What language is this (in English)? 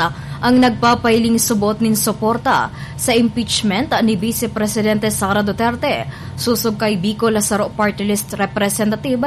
Bikol